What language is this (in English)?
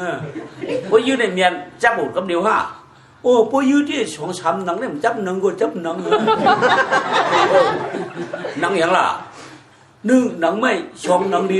Shan